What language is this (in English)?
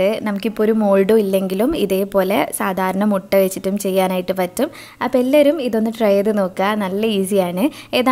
Malayalam